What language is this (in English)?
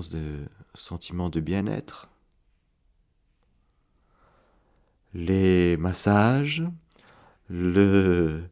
French